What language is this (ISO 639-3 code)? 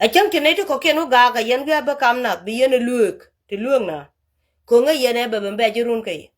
nus